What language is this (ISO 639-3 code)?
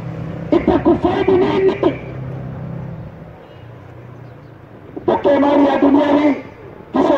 swa